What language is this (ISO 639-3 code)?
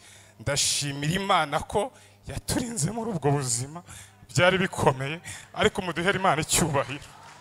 kin